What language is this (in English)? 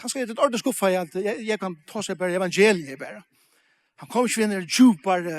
Faroese